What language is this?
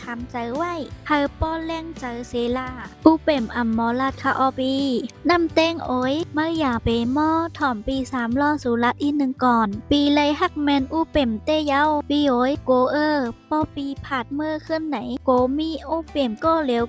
Shan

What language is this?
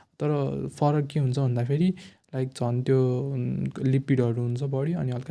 Nepali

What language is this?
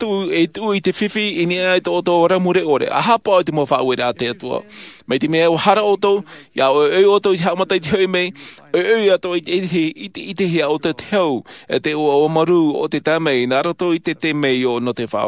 Tahitian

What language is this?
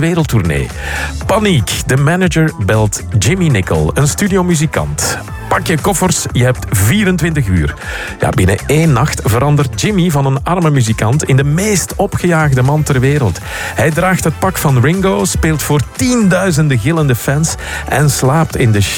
Dutch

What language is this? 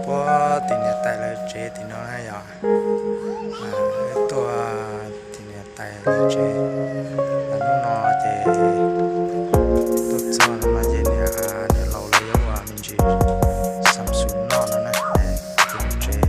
Hmong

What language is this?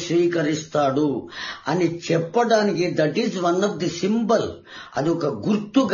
Telugu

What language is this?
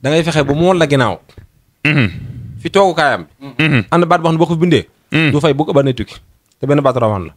Wolof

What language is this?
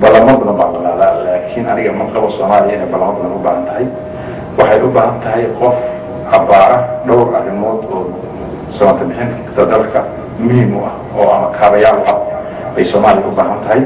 Somali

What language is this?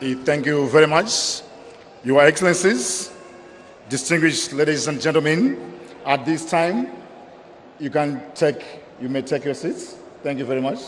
Nyanja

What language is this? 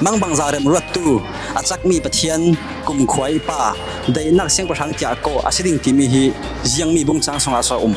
Falam Chin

